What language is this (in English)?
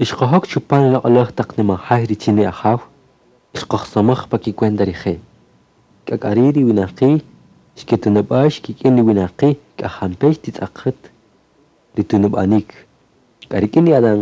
Kaqchikel